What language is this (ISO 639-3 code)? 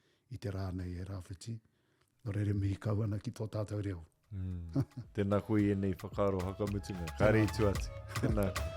mri